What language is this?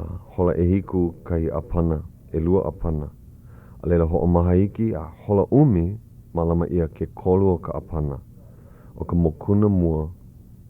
Hawaiian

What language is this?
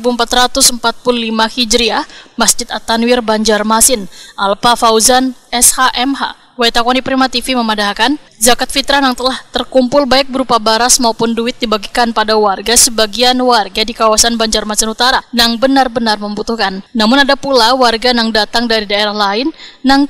Banjar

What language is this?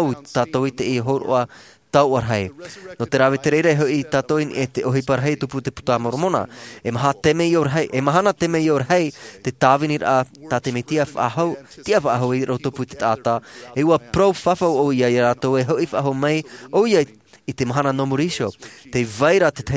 Tahitian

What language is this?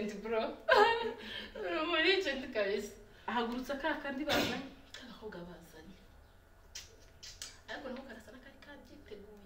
Kinyarwanda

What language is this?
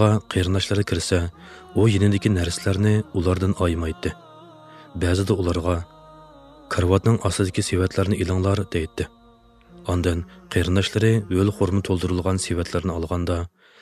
Uyghur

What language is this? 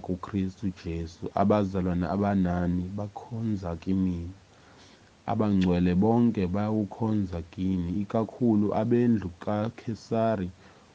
Zulu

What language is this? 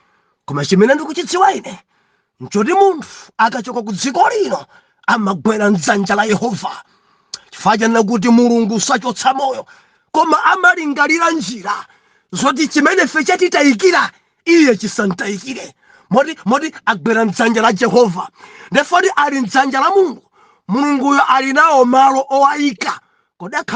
Nyanja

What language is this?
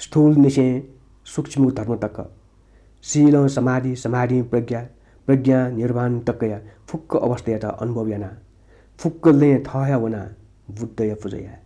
Newari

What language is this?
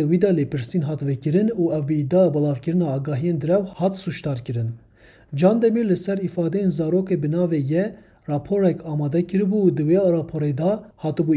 Kurdish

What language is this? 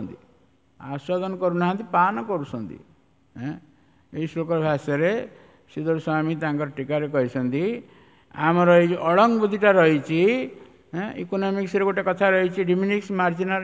Odia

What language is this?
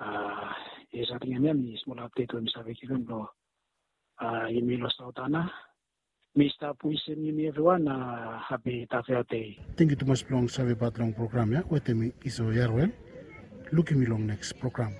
Bislama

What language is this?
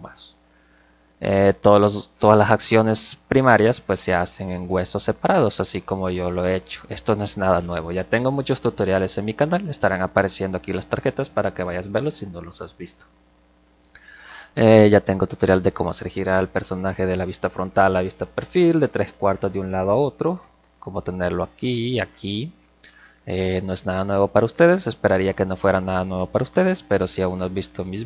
Spanish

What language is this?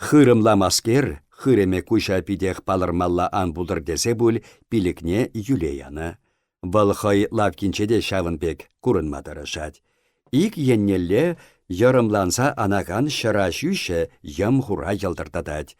Chuvash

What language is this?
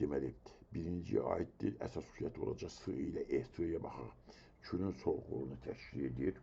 Azerbaijani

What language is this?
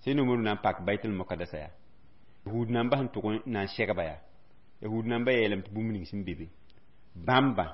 Mossi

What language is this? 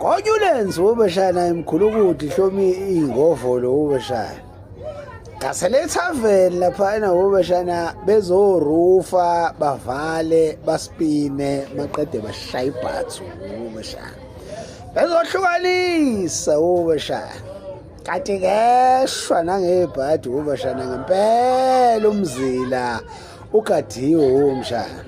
Zulu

